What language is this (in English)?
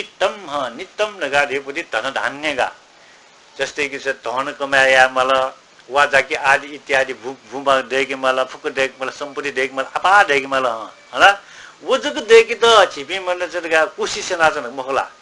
Newari